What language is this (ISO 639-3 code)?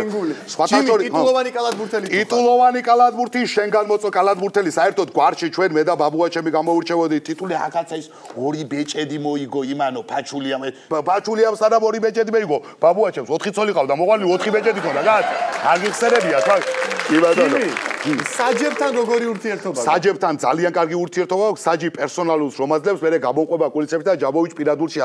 kat